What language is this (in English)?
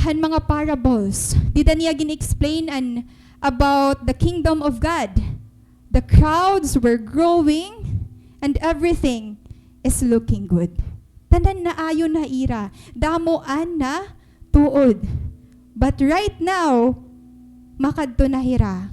Waray